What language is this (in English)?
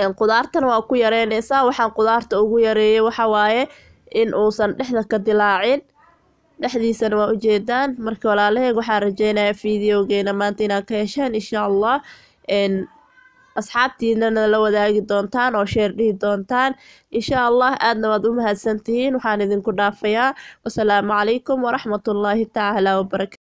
Somali